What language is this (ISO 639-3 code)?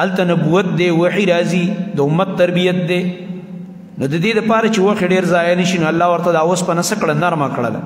pus